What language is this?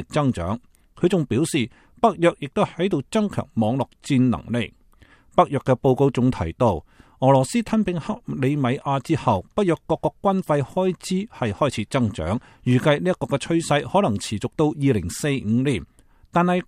Cantonese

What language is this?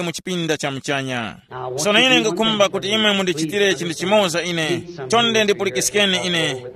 Tumbuka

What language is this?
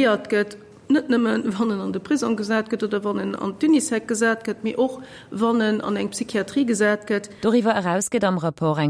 Luxembourgish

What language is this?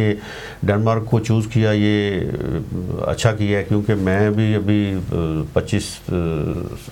Urdu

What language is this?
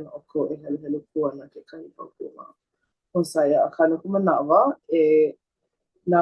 Hawaiian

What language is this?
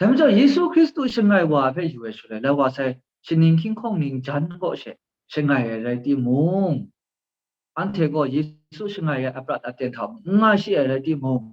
Kachin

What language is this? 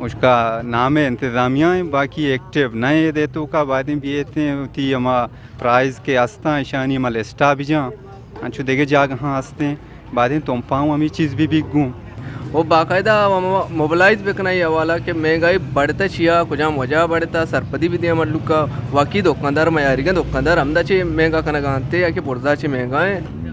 Eastern Balochi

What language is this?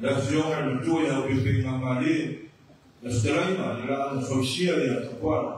Samoan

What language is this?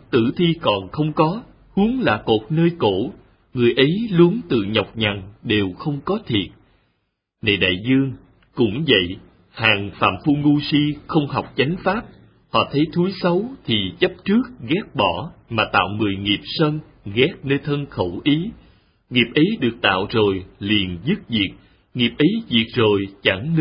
Vietnamese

